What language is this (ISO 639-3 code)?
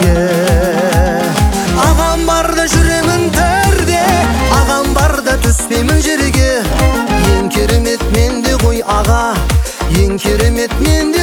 kaz